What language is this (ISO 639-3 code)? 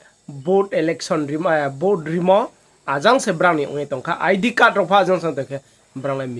ria